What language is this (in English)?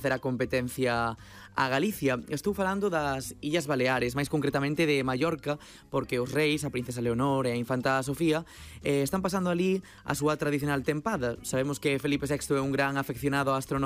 Galician